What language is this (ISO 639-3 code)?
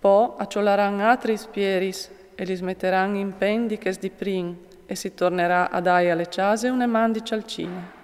fur